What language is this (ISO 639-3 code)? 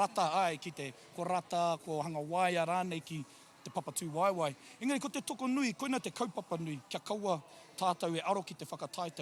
mri